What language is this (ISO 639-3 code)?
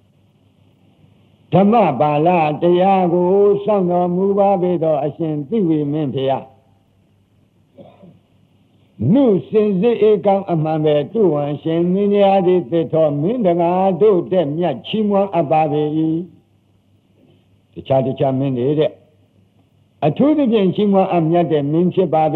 mya